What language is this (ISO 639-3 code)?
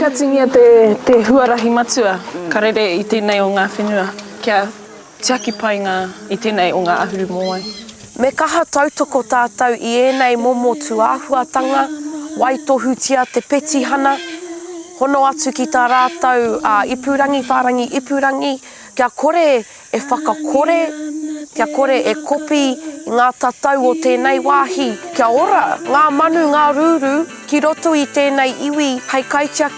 mri